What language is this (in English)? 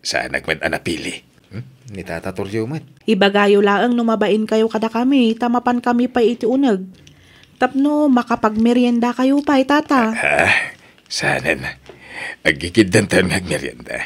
Iloko